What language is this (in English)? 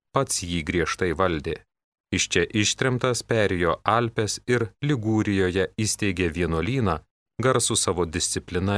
Lithuanian